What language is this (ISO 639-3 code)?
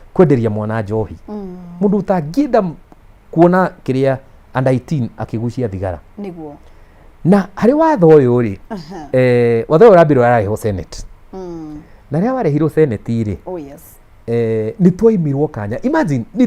kik